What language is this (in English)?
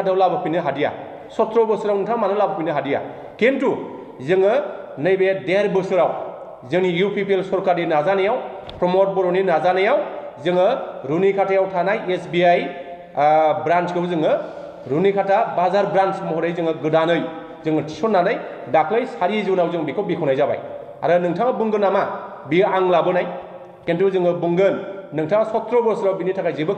Bodo